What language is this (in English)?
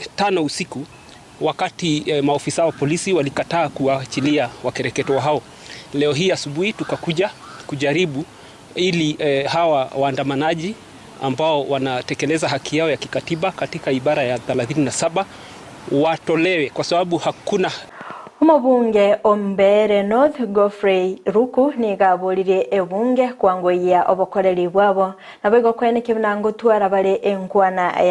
Gusii